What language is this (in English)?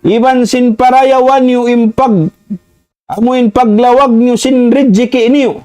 Tausug